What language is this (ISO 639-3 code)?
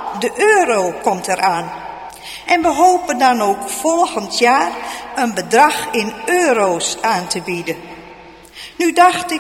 nld